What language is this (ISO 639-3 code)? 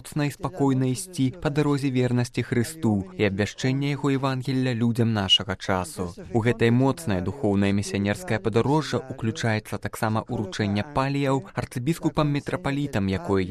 bel